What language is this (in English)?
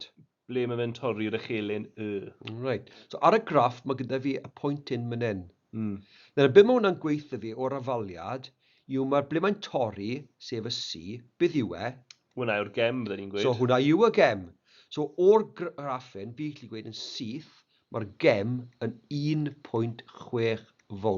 Welsh